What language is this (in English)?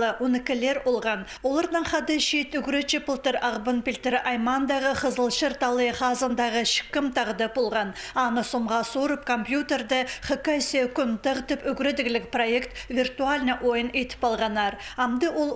Khakas